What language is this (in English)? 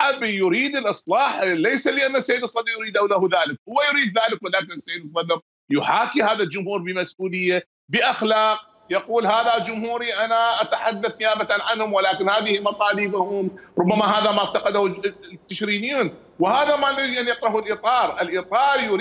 Mesopotamian Arabic